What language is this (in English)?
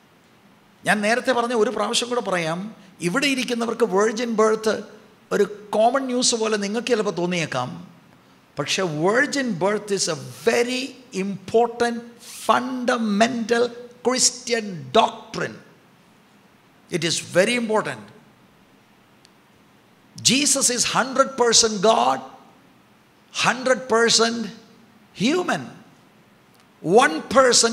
Malayalam